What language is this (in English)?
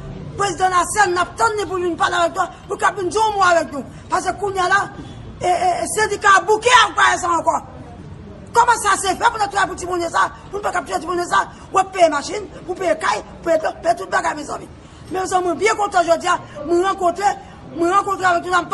Haitian Creole